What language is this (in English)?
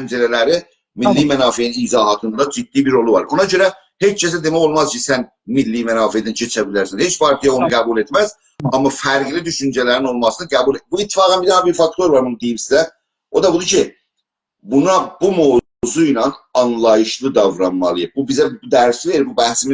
South Azerbaijani